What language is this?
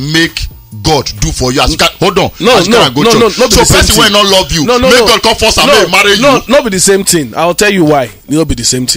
Nigerian Pidgin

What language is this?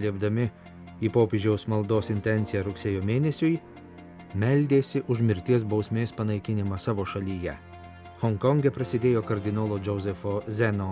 Lithuanian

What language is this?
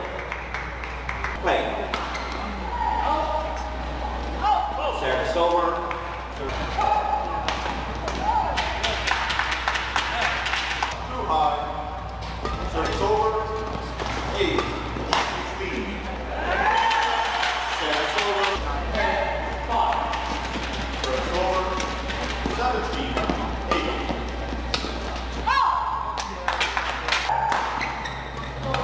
English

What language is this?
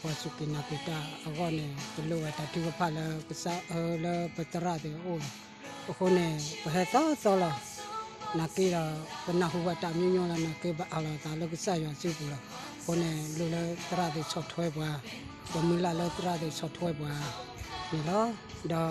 S'gaw Karen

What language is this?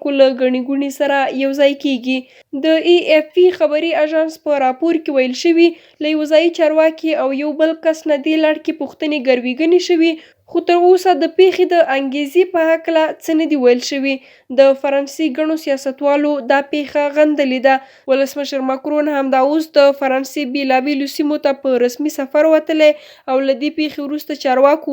Pashto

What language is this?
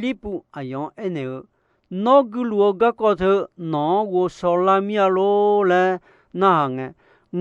Akha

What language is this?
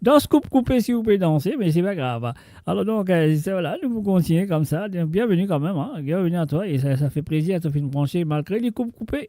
Morisyen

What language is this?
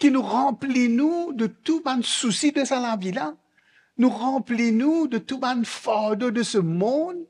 Morisyen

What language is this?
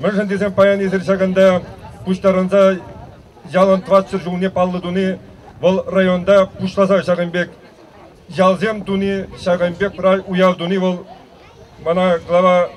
Chuvash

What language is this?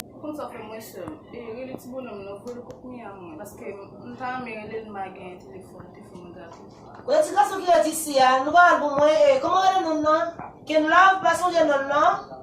Haitian Creole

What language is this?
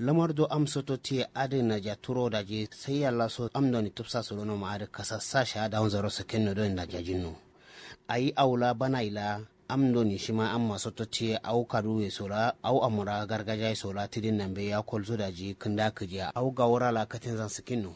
Kanuri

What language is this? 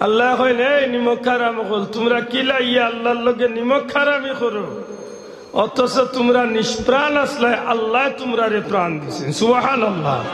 Sylheti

